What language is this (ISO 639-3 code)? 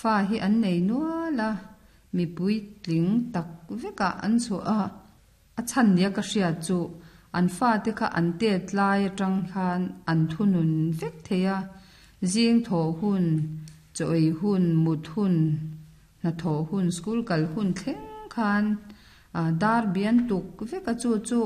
lus